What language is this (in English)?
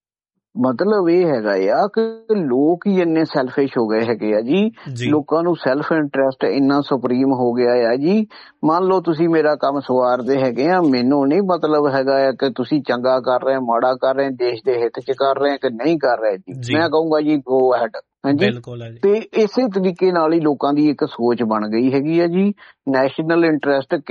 Punjabi